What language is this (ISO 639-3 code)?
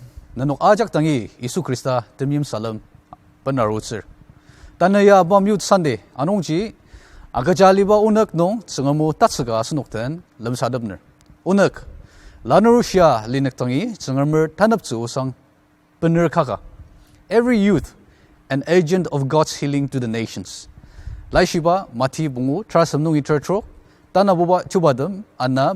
njo